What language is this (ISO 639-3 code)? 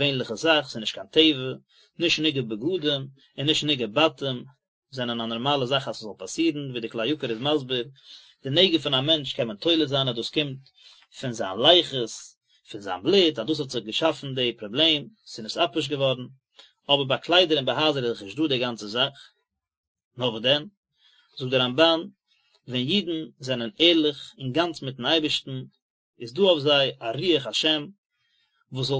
yid